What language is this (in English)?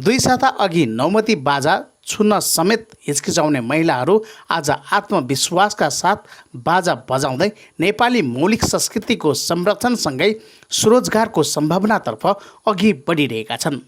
Nepali